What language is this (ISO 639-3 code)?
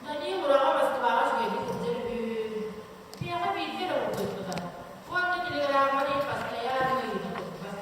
sah